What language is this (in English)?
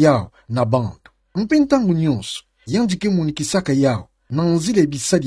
Kituba (Democratic Republic of Congo)